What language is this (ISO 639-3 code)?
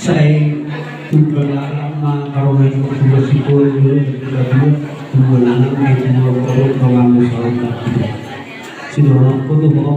bbc